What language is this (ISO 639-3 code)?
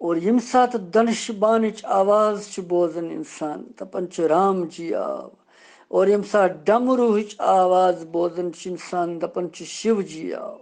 kas